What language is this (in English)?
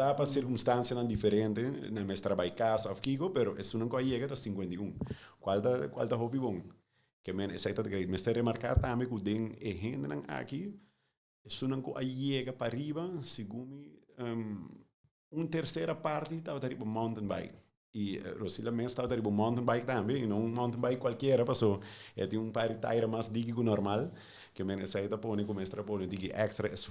Papiamento